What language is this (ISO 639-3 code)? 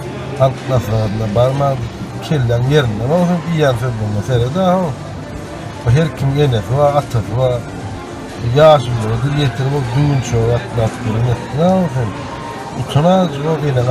tuk